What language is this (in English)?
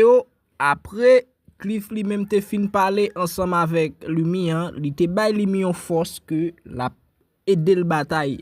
Haitian Creole